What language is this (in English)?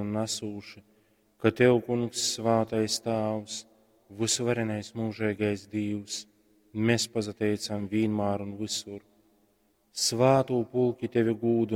Latgalian